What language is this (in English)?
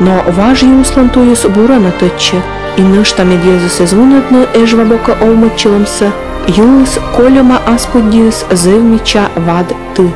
Komi